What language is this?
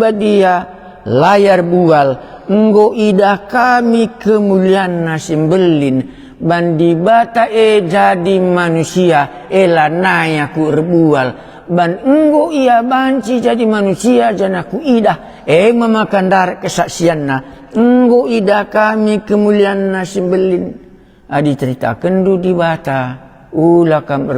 Batak Karo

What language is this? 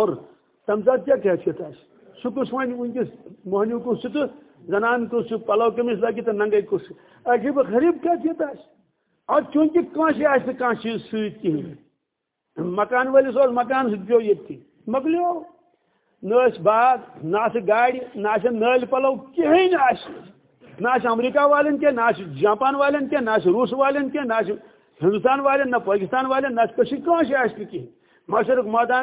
Kashmiri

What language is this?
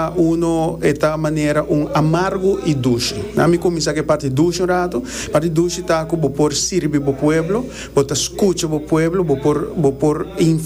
Papiamento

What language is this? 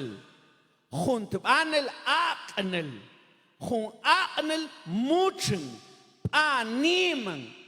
Mam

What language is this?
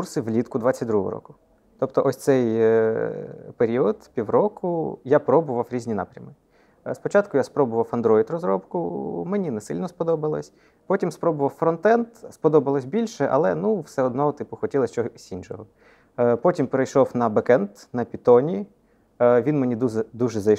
Ukrainian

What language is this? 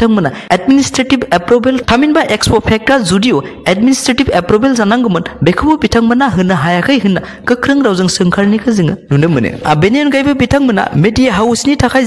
Bodo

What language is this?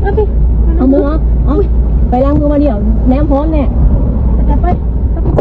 Lao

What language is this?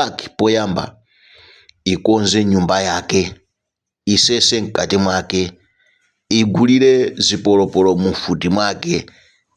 Nyanja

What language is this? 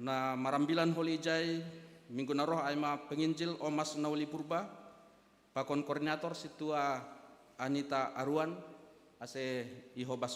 Batak Simalungun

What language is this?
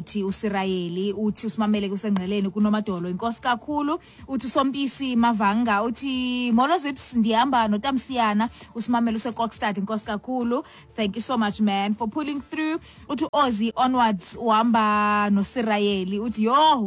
Xhosa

